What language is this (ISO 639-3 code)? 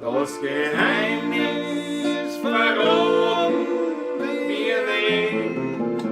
bar